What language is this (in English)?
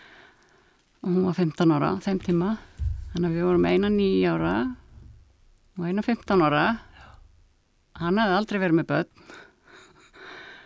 Icelandic